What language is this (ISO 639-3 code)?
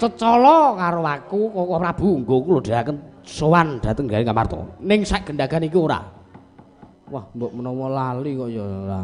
jav